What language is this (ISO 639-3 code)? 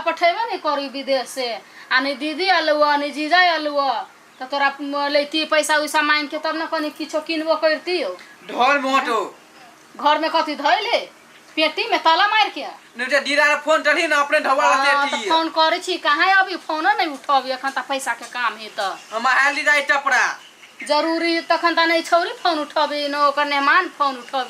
mai